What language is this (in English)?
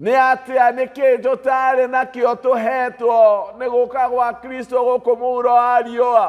Kikuyu